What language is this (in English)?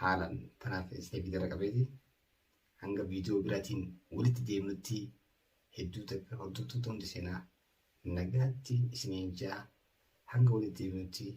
Oromo